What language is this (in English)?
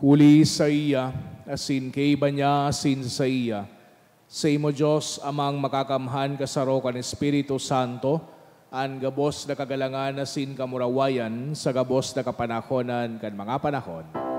Bikol